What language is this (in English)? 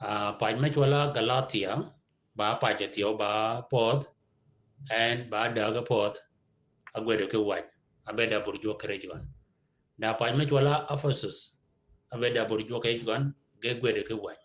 Shilluk